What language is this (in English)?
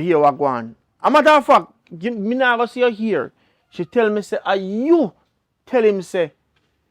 Jamaican Creole English